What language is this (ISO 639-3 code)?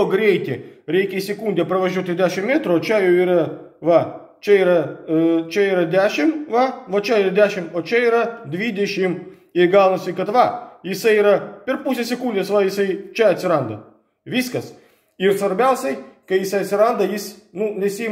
lit